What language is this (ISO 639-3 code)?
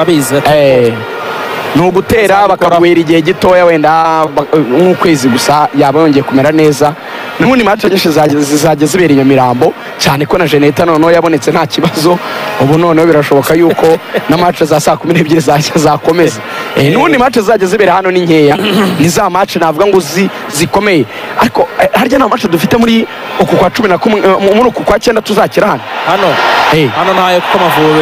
kin